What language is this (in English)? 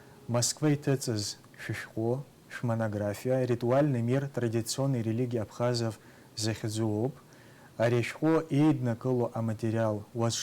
Abkhazian